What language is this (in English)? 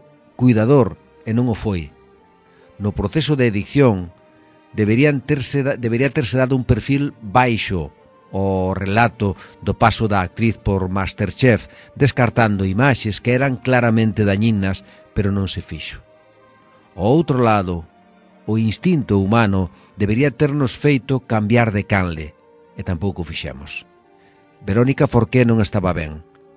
Galician